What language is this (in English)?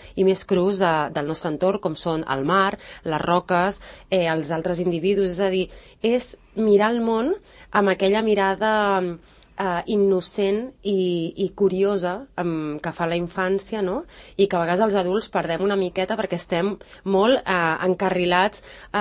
Catalan